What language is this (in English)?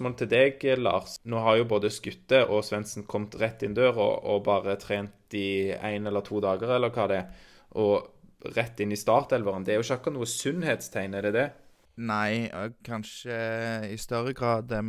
Norwegian